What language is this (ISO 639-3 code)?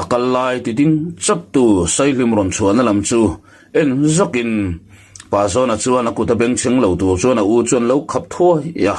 lus